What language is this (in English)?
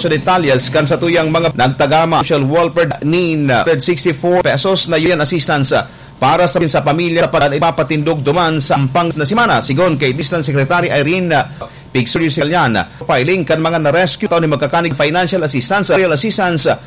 Bikol